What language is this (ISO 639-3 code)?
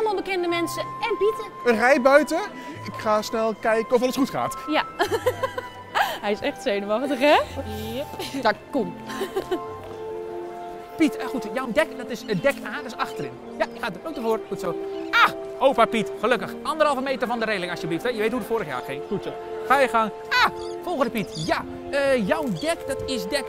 nld